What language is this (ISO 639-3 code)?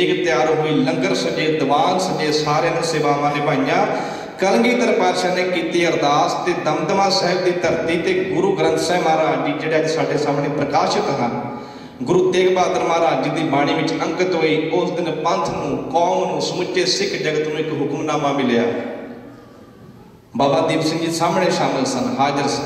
pan